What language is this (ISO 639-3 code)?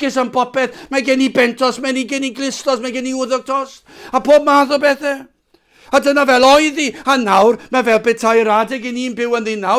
cym